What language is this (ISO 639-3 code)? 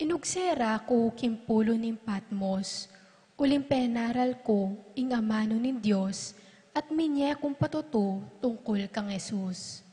pam